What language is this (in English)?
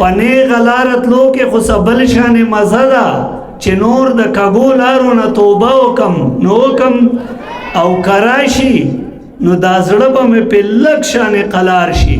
Pashto